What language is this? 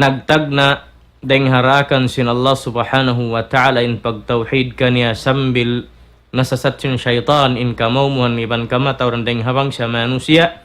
Tausug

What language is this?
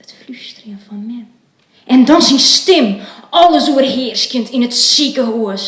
Western Frisian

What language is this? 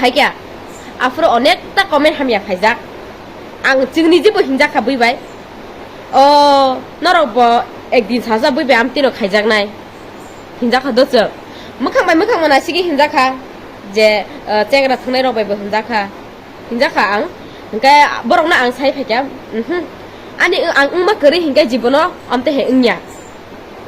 Kok Borok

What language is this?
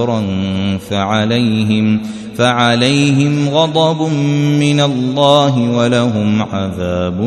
Arabic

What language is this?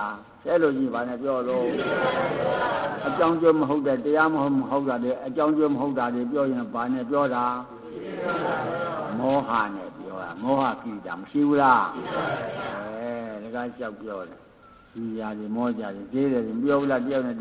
Burmese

